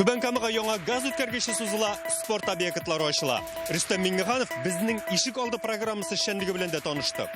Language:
Tatar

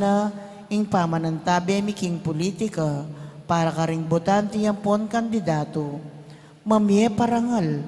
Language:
Pampanga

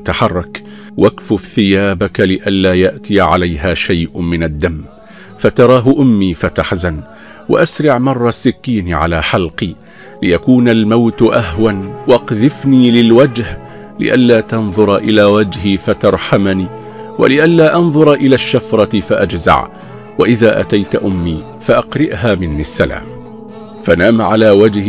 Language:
Arabic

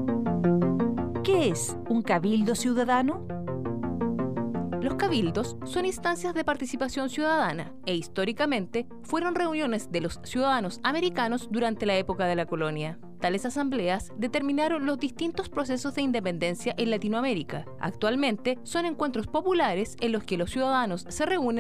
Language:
Spanish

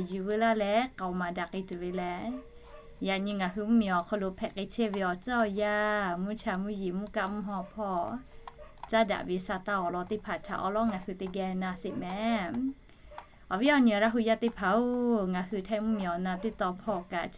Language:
Lahu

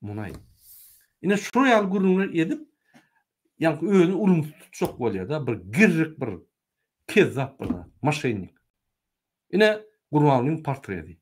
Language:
Turkmen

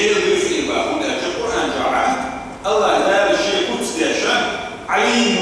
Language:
Chechen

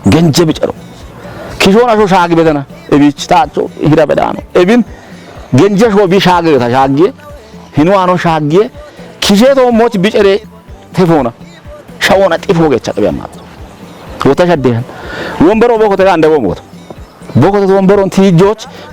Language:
Kafa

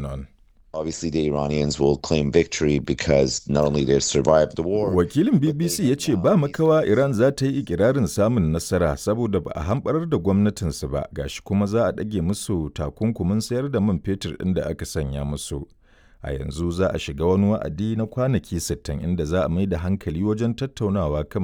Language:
Hausa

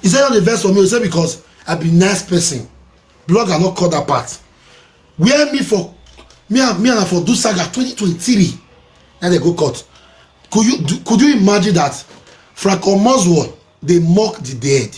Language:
Nigerian Pidgin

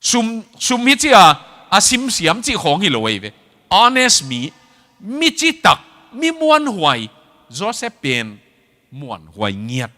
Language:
Tedim Chin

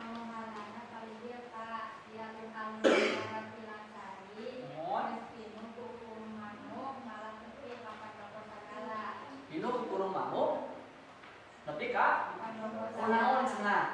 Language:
Sundanese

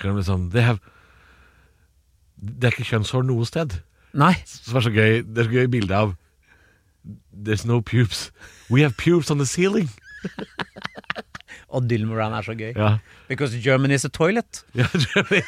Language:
Norwegian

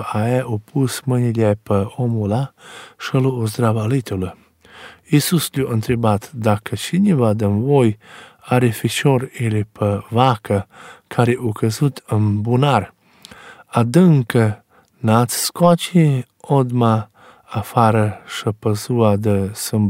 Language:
Romanian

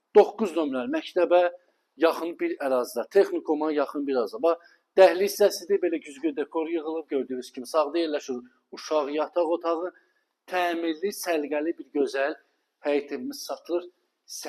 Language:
Azerbaijani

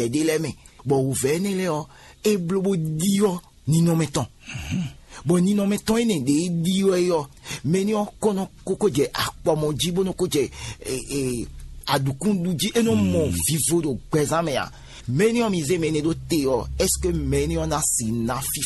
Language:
Fon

